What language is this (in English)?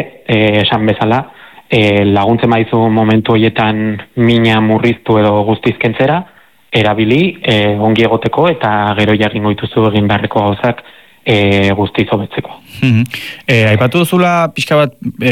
Basque